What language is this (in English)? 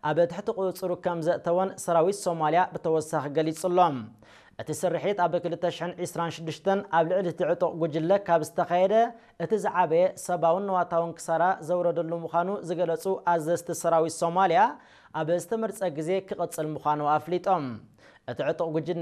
Tigrinya